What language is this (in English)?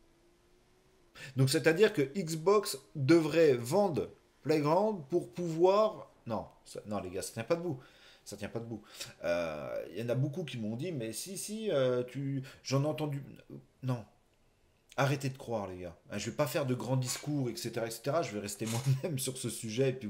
French